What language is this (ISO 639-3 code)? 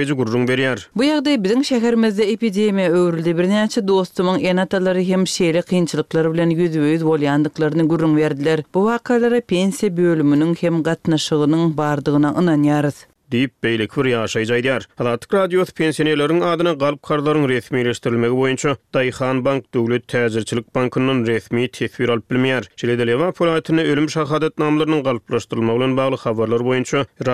tuk